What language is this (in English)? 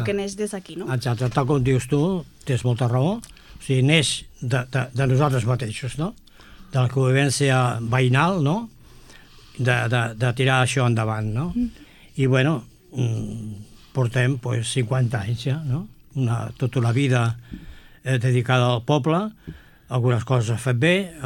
Catalan